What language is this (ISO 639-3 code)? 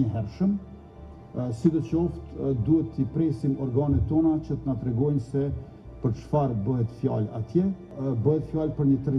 sqi